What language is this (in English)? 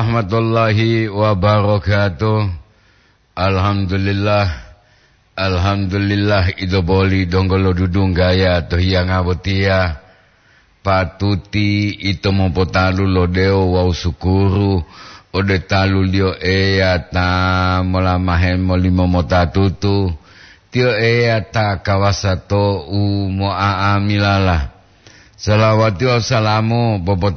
Gorontalo